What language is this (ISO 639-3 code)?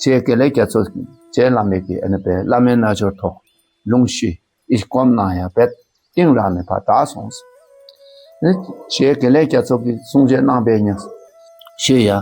dka